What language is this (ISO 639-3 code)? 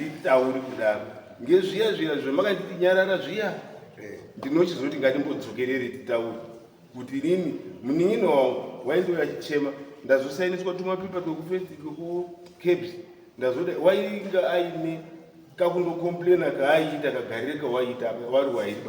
sna